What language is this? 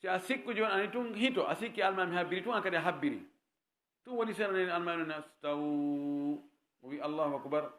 Fula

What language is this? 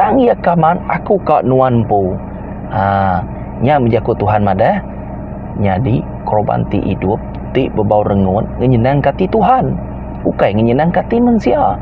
Iban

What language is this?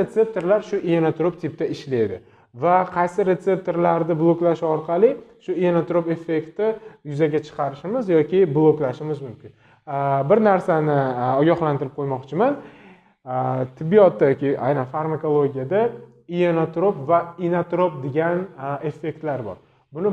Uzbek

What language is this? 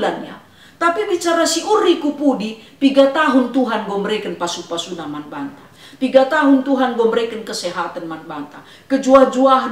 Batak Karo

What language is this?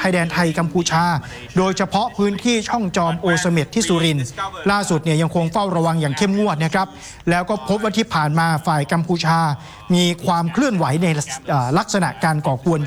Thai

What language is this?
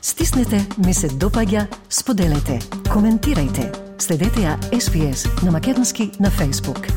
Macedonian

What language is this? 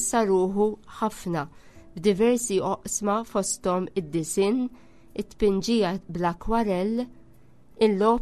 Maltese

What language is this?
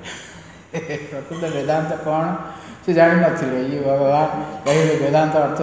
Odia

